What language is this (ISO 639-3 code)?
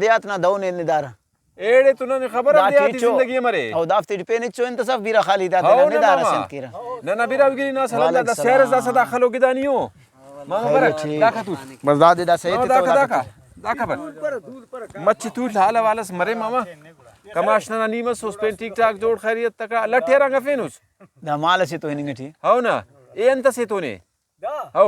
brh